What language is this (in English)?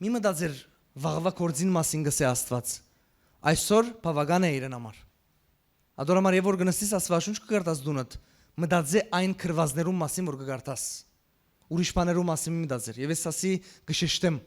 Western Armenian